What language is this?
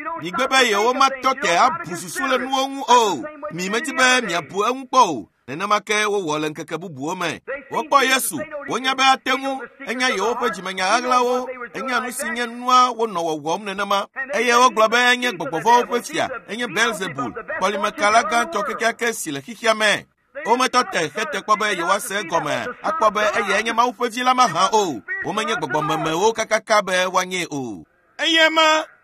Ewe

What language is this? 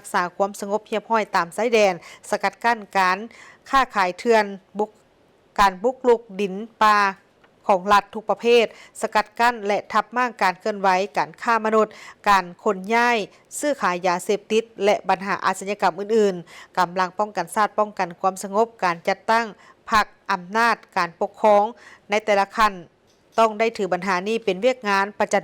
Lao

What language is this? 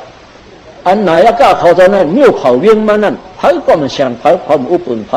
Shan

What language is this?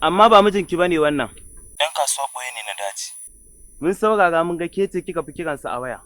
Hausa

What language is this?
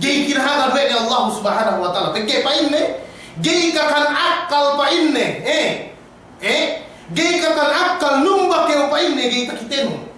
Yakan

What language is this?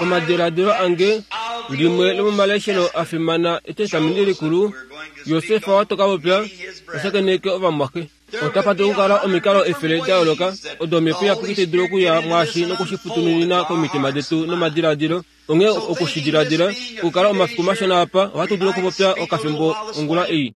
Kuanyama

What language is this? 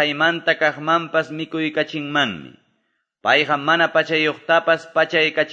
Quechua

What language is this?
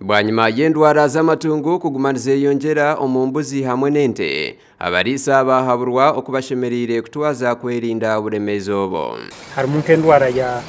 Nyankole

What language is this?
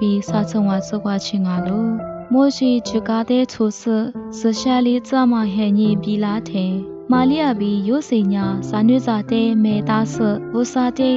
Lisu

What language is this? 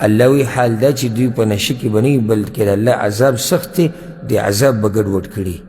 Pashto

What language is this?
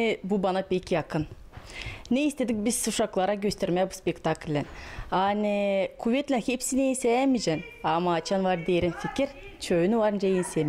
Gagauz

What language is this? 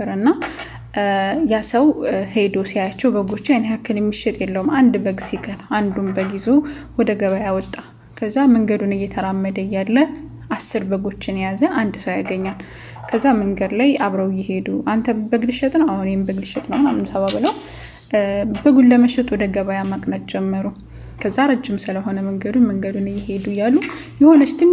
Amharic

